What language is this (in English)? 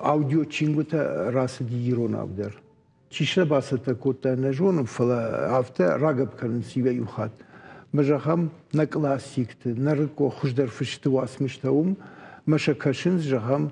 Ossetic